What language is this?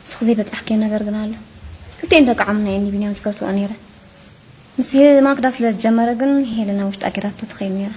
Tigrinya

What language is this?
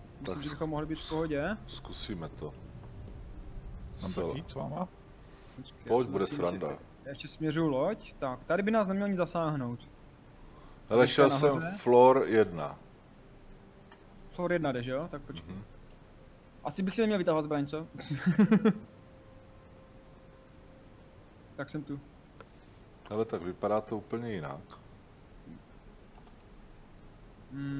Czech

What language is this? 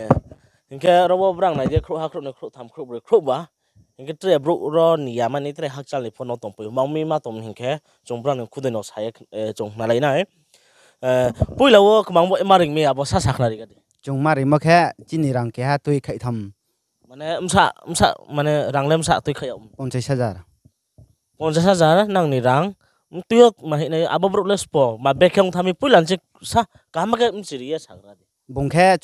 Riang (India)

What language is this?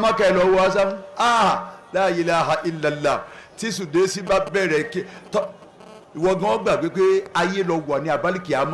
Yoruba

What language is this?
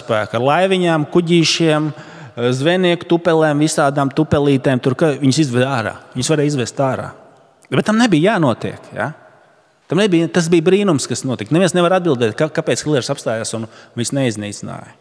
Latvian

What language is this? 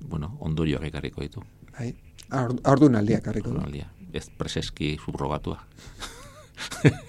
Basque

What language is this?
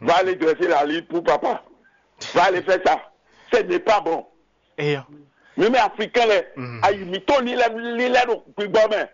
Fon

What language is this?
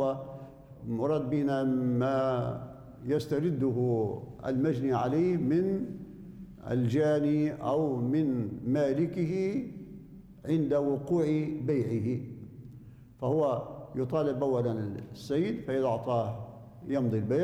Arabic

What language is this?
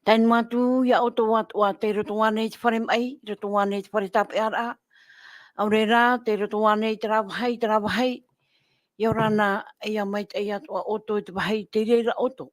Tahitian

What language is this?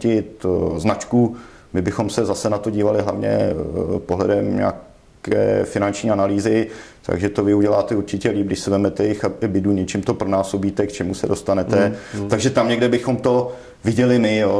Czech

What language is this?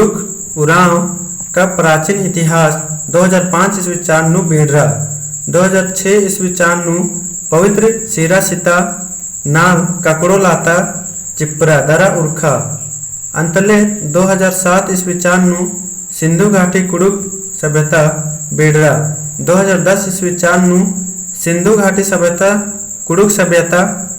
Kurukh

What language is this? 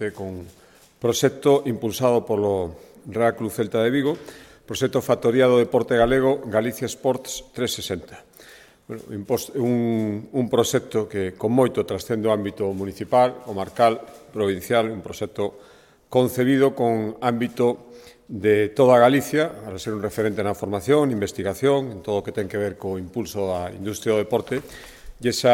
Galician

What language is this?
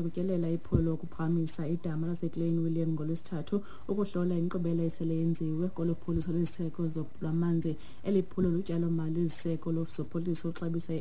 Xhosa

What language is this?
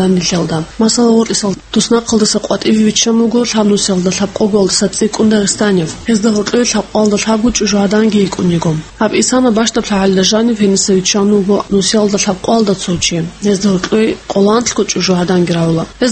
Avaric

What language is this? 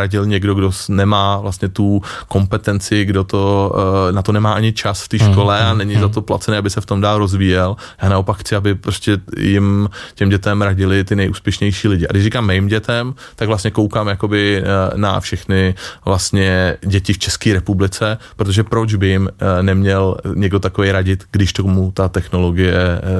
Czech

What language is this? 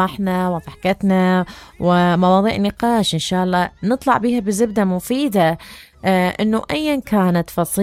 Mesopotamian Arabic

